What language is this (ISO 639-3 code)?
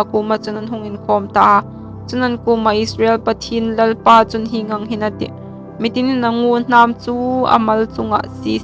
hmr